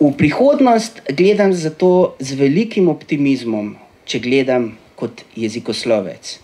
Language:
Slovenian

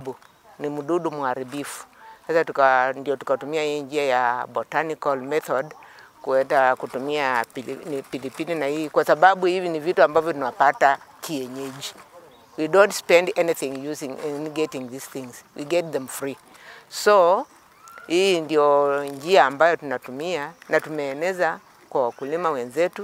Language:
Swahili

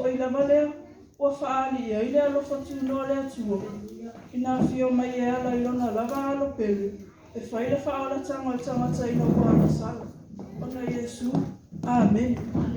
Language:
Samoan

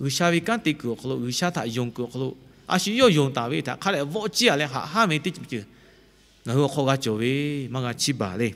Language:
Lahu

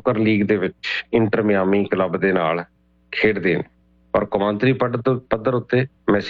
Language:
Punjabi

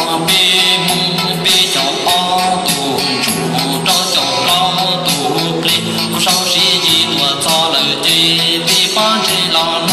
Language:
Hmong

